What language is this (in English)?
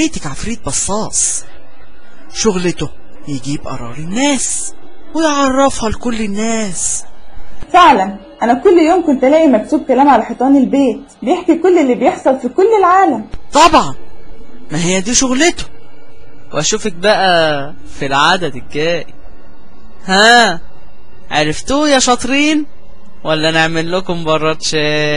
Egyptian Arabic